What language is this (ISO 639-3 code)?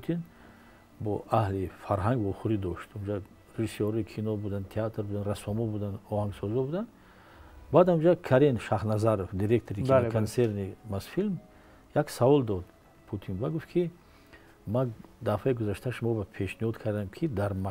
tgk